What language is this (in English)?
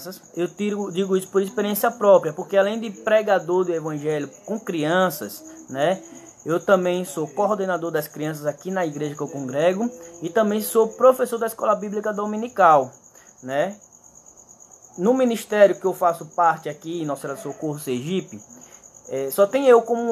Portuguese